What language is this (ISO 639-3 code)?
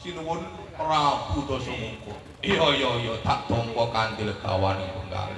jav